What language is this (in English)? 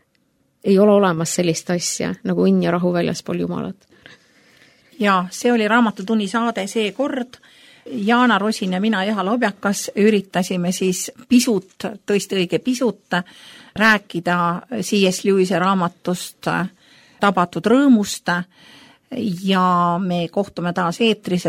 Estonian